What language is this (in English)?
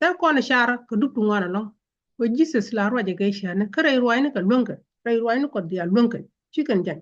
Nuer